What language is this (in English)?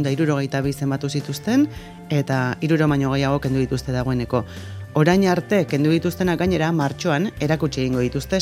Basque